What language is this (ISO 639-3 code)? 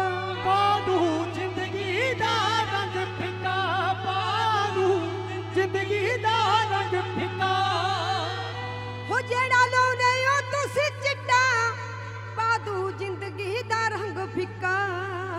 pan